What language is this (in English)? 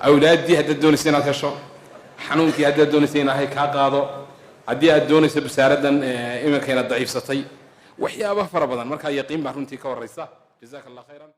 Somali